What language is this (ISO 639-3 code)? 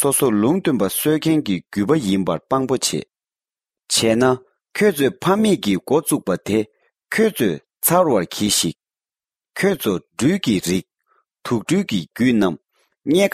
bod